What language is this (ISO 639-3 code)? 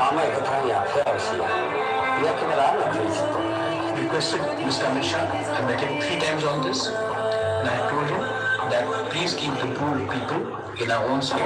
trp